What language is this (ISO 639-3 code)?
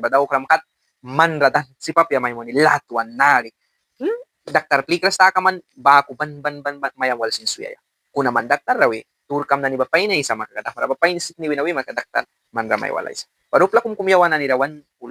miq